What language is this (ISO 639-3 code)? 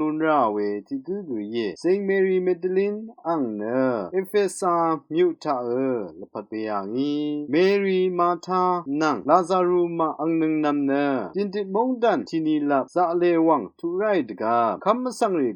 raw